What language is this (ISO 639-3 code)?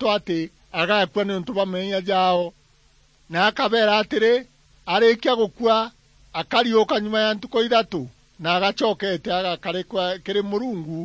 mer